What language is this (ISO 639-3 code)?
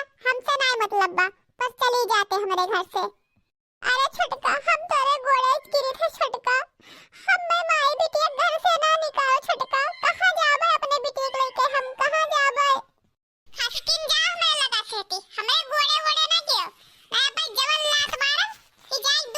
awa